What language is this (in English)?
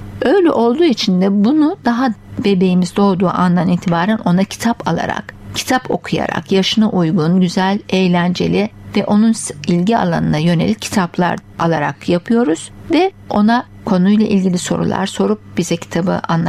Turkish